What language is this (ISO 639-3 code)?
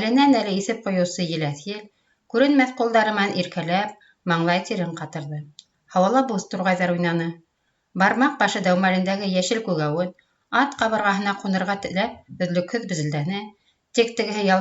bak